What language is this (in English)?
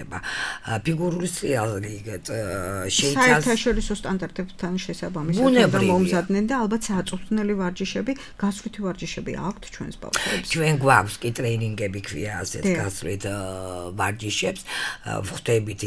Georgian